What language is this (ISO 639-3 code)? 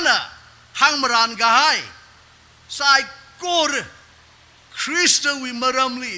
nmf